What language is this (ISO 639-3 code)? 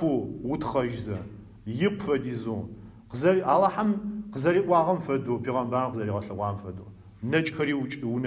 ady